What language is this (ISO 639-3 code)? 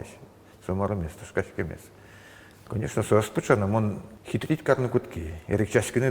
udm